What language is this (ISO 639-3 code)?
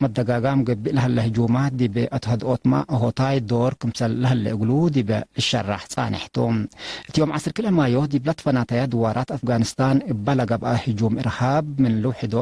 tig